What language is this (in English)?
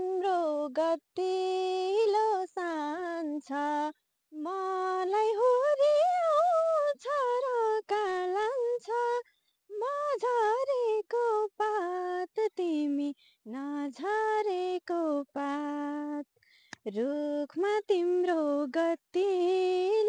Nepali